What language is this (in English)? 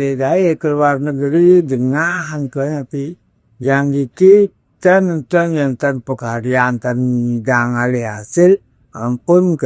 Balinese